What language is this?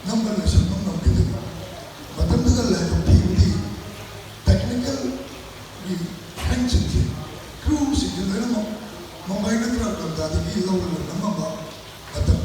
Manipuri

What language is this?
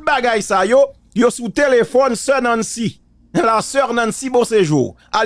Haitian Creole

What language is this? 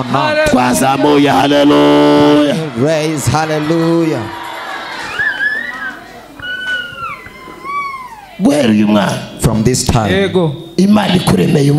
Kinyarwanda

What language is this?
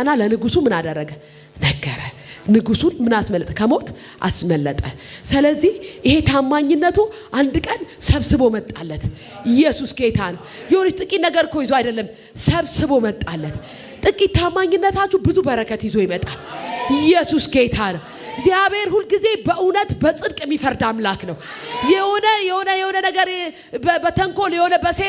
Amharic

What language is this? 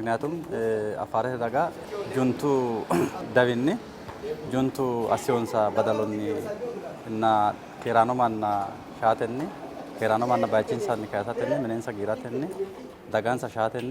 Sidamo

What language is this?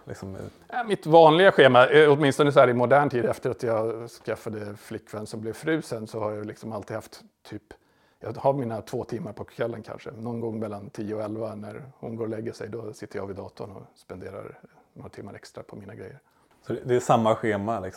Swedish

